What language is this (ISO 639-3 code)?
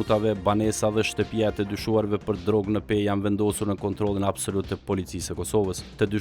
sqi